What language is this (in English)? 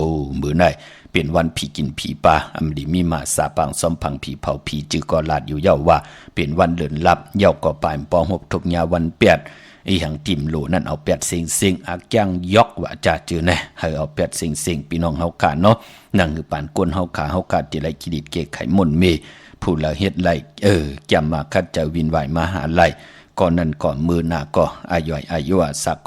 Shan